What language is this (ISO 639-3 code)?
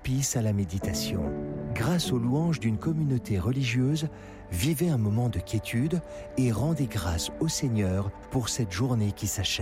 fra